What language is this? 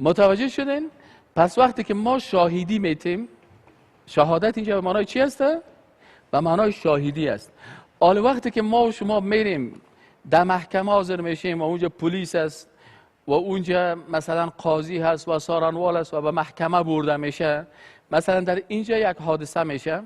Persian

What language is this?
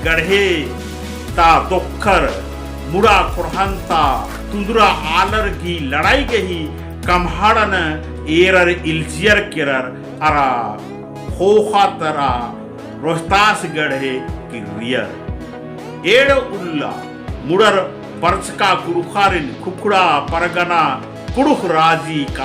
Kurukh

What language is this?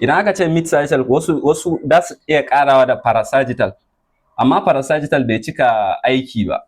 Hausa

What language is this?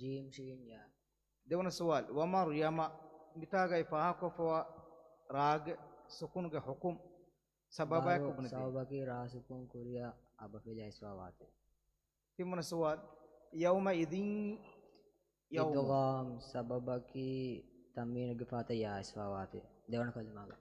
Divehi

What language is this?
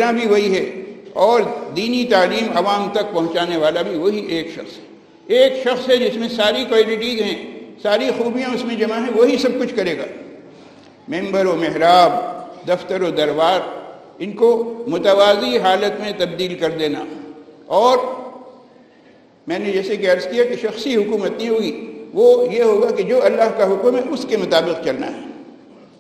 Urdu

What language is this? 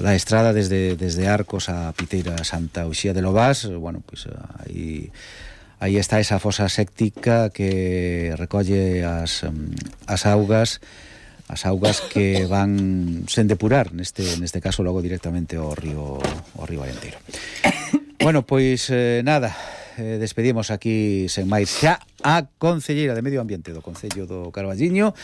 Galician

